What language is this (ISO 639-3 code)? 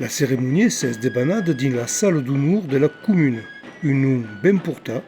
oci